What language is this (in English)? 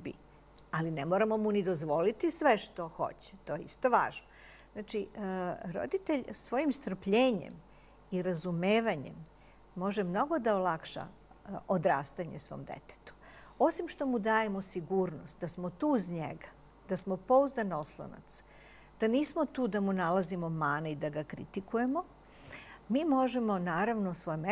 Serbian